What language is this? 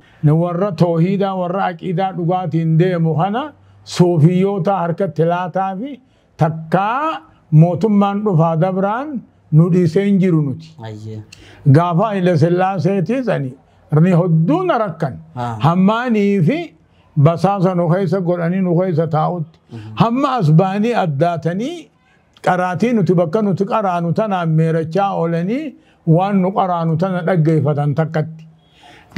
Oromo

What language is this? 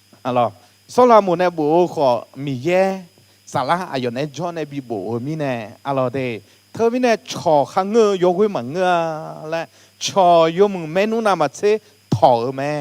Akha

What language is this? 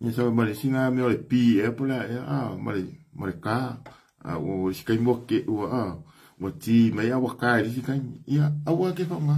Samoan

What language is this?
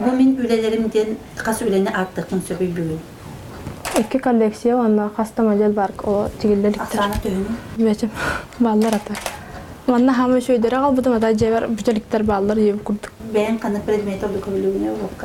Yakut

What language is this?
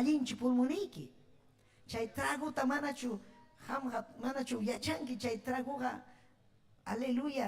Ayacucho Quechua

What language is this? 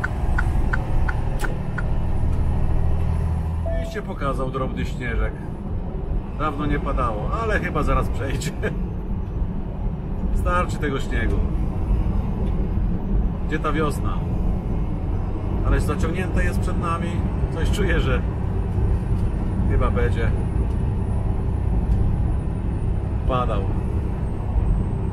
Polish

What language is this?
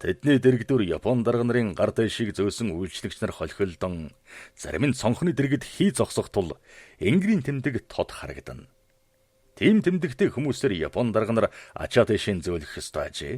Mongolian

